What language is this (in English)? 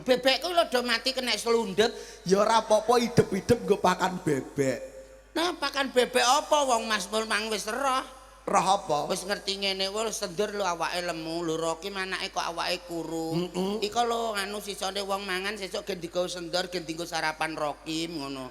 Javanese